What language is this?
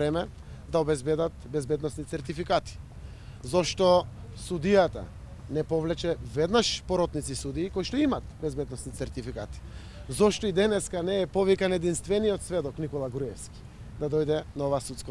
Macedonian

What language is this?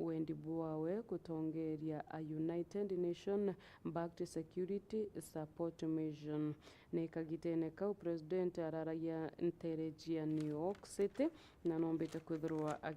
Meru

